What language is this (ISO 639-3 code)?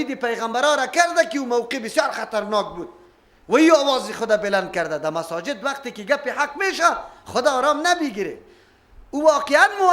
fas